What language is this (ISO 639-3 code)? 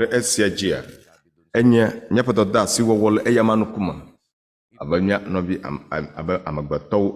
ewe